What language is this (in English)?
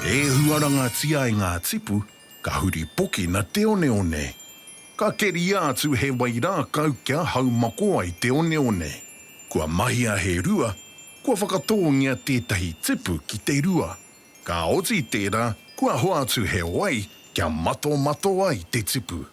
Māori